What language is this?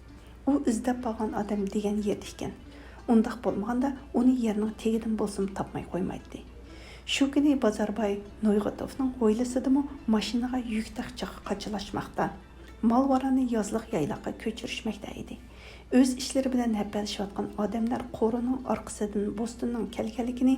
Uyghur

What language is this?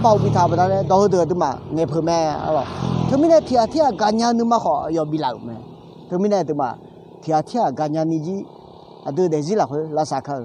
Akha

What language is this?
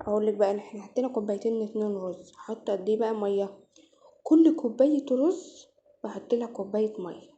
Egyptian Arabic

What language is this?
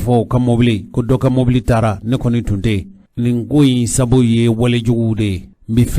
Bambara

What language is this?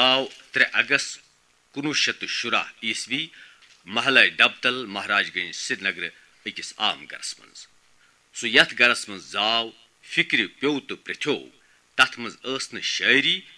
Kashmiri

